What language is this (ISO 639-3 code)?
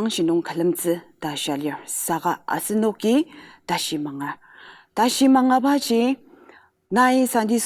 njo